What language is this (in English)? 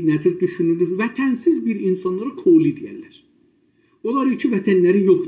South Azerbaijani